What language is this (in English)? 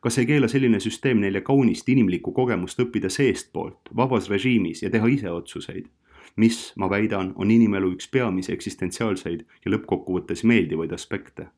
Estonian